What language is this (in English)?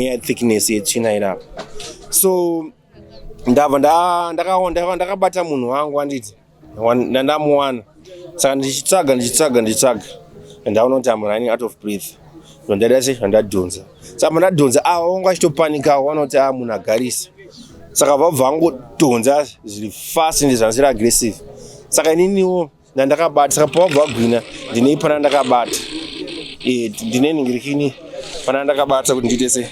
Shona